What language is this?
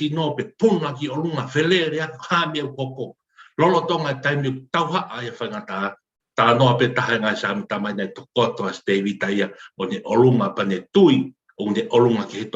Tongan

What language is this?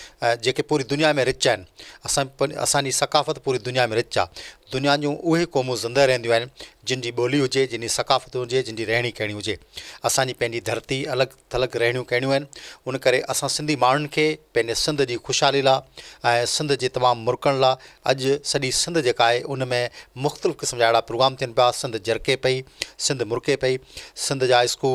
Sindhi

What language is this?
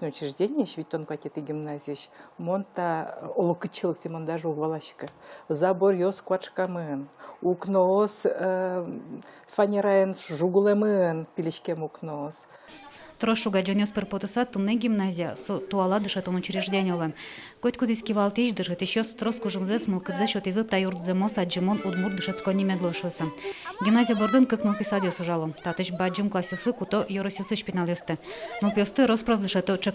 Udmurt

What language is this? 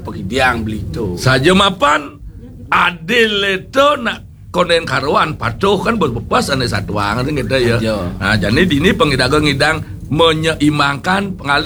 Balinese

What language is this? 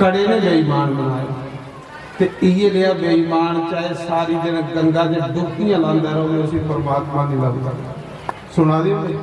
Dogri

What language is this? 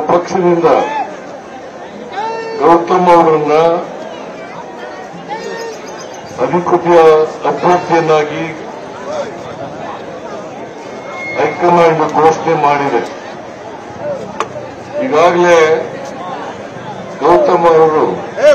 Kannada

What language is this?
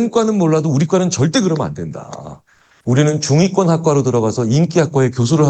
Korean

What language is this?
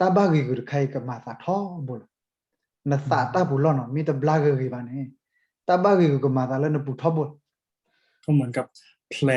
S'gaw Karen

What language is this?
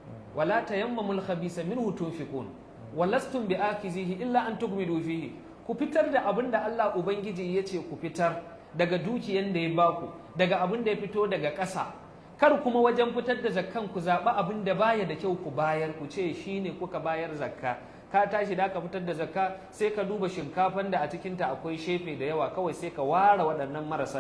Hausa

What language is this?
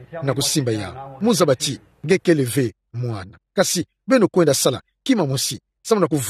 Kituba (Democratic Republic of Congo)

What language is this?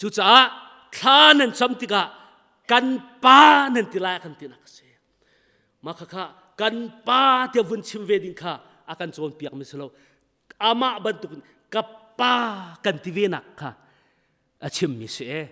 Hakha Chin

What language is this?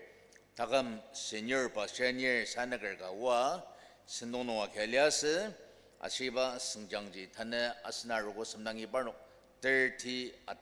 Ao Naga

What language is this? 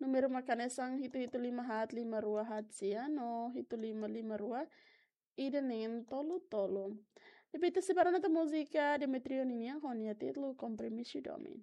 Tetum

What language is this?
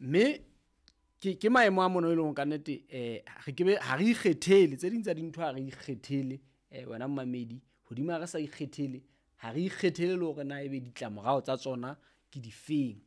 Southern Sotho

